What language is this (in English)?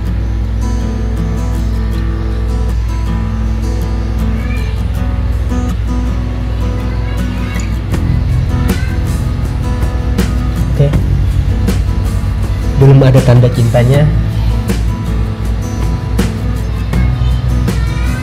Indonesian